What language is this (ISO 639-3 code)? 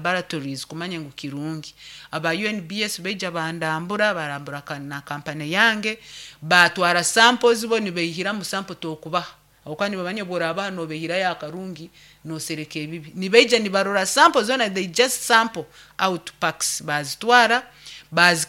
nyo